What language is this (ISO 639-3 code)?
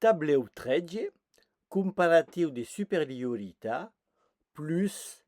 oci